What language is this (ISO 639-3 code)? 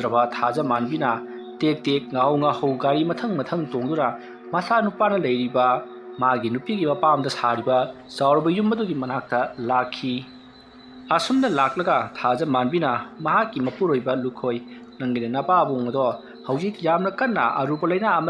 mni